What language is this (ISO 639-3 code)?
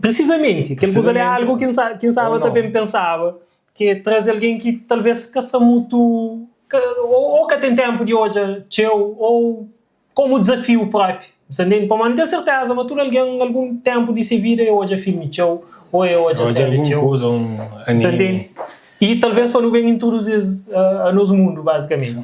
kea